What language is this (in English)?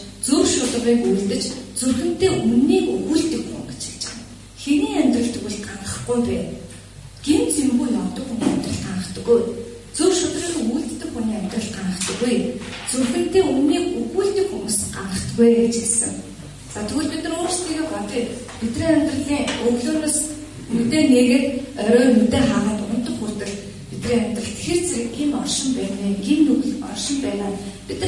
Mongolian